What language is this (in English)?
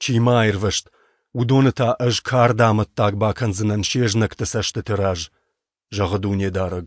Ossetic